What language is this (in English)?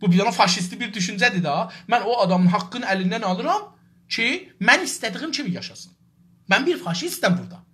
South Azerbaijani